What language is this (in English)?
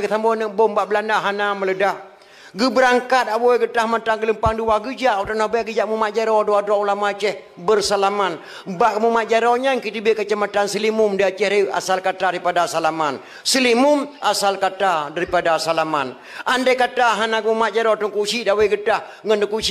Achinese